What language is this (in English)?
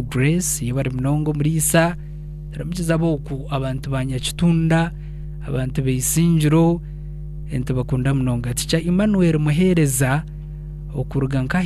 Nyankole